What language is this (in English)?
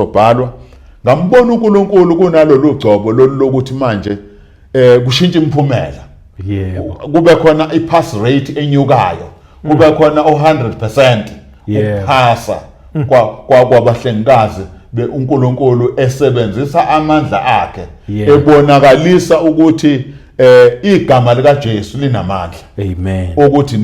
Zulu